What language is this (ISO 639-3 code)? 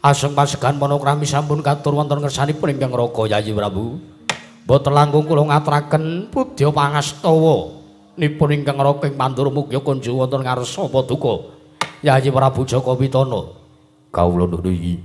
jav